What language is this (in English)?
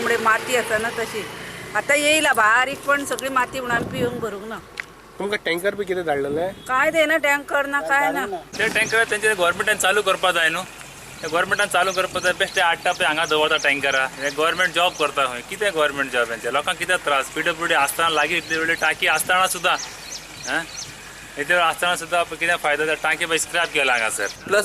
Konkani